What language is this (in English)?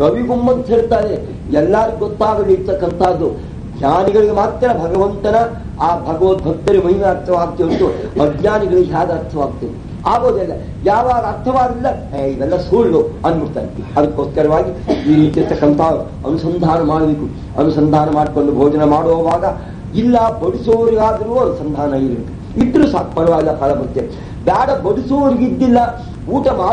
Kannada